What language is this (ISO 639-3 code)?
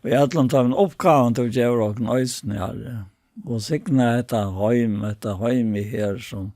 fao